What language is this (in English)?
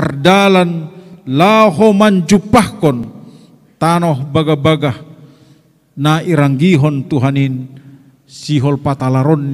Batak Simalungun